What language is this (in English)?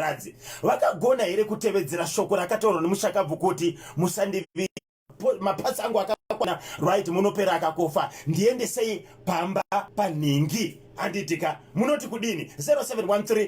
Shona